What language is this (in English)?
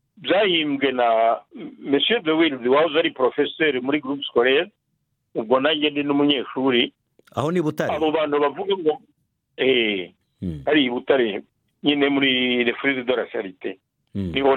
Kinyarwanda